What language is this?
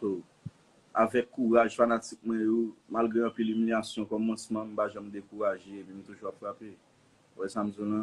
Haitian Creole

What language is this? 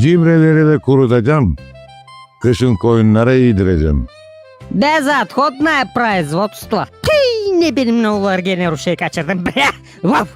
Gagauz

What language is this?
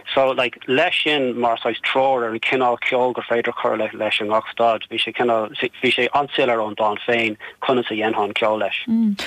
Irish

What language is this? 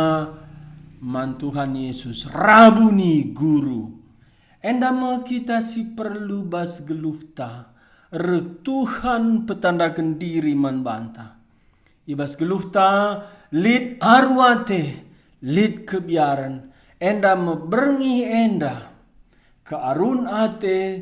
Batak Karo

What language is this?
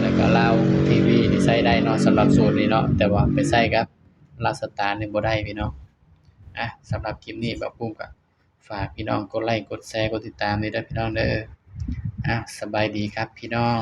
Northeastern Thai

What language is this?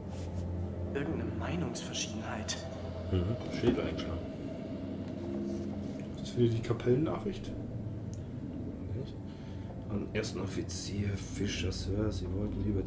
German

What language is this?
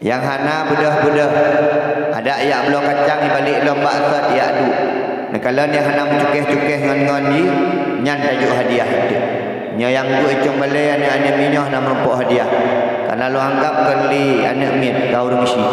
Achinese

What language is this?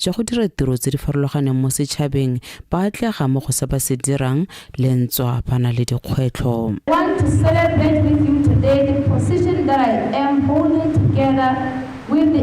Tswana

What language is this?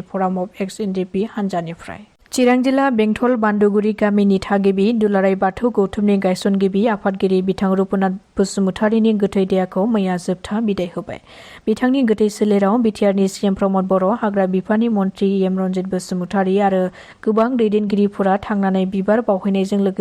Bodo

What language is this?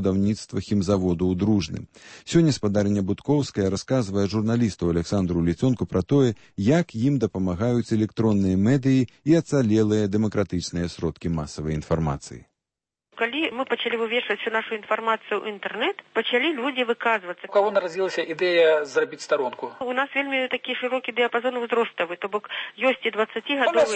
Belarusian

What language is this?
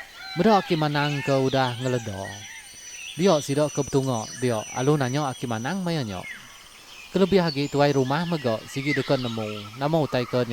Iban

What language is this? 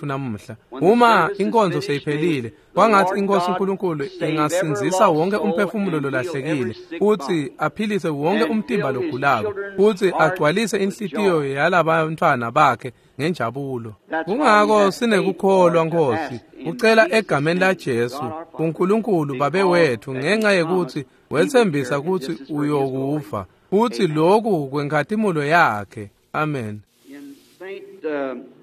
Swati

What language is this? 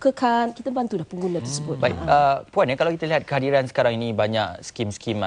Malay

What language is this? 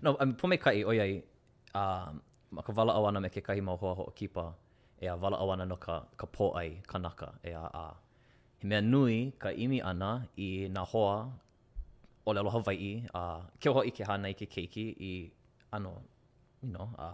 Hawaiian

